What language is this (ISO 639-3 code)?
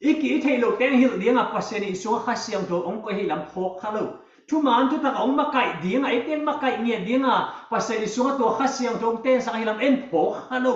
ctd